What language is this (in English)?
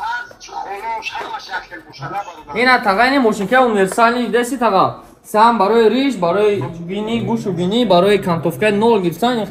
Tajik